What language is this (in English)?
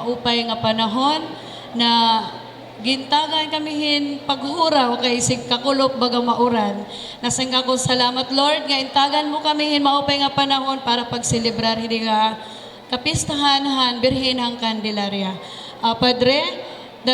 Waray